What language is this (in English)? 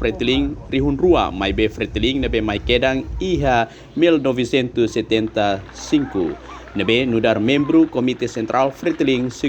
Tetum